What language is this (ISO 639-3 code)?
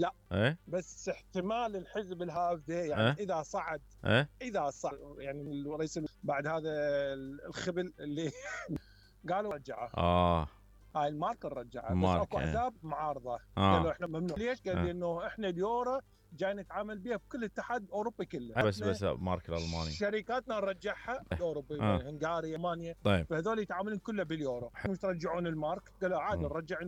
acm